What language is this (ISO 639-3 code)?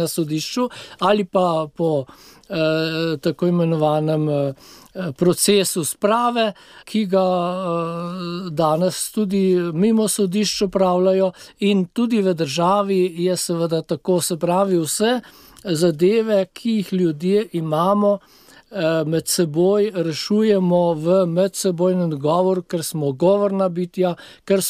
slv